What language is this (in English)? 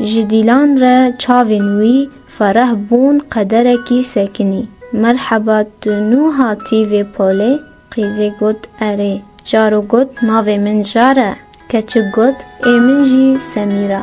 Kurdish